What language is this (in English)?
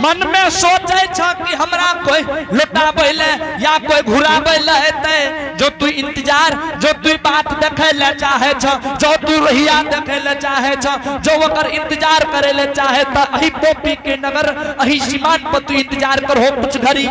Angika